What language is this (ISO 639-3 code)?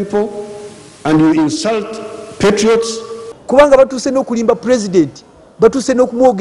lug